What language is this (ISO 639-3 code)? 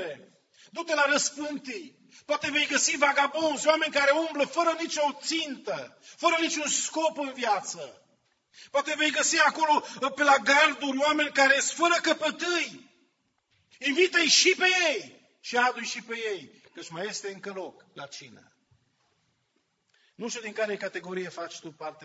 ron